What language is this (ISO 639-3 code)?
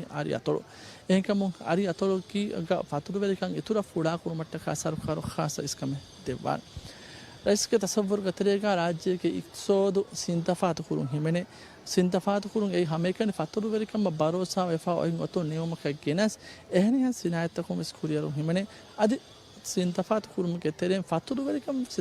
div